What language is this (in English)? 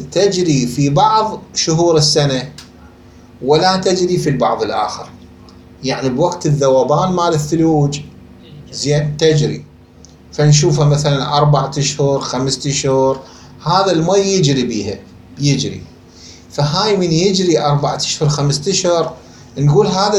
Mesopotamian Arabic